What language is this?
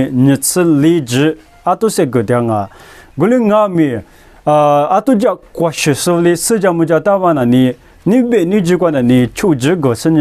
Lisu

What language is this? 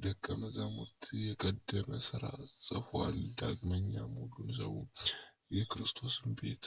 Amharic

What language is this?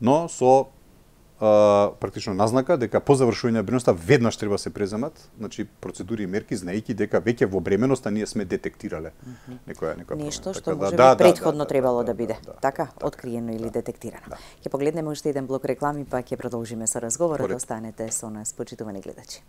Macedonian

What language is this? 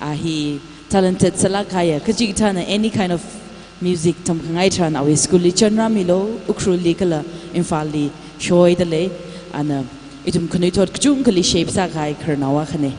Tangkhul Naga (India)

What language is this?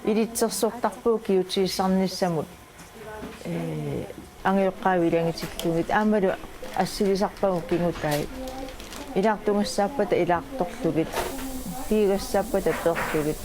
Kalaallisut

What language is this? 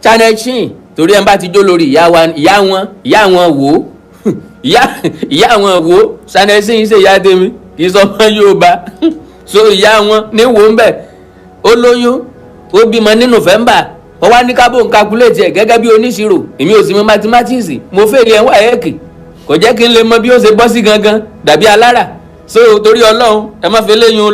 Yoruba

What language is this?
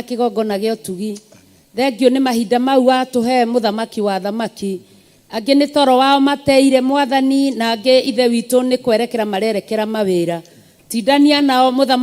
Kikuyu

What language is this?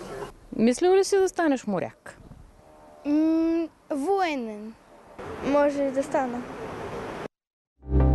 Bulgarian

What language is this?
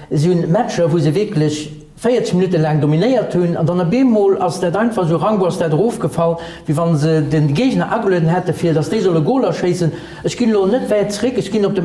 Luxembourgish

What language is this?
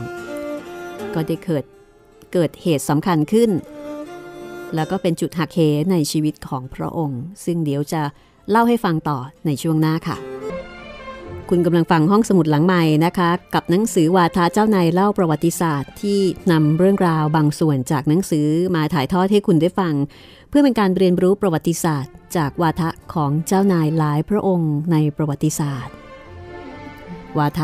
Thai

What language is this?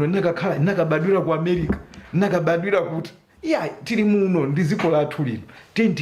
Nyanja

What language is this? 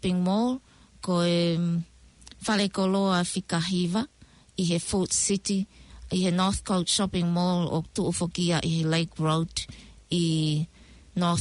Tongan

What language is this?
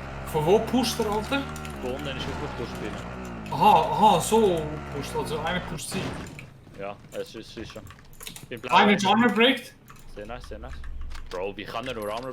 Swiss German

